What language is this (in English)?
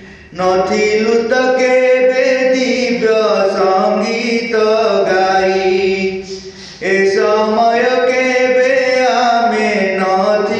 Odia